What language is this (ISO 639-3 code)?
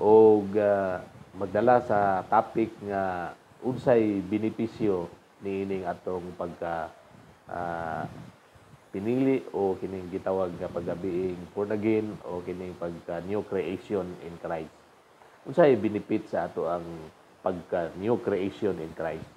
ceb